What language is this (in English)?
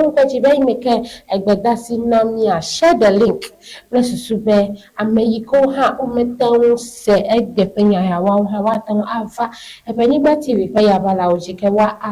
Ewe